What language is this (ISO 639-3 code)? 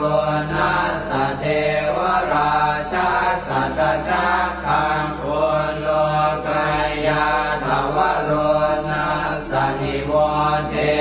pli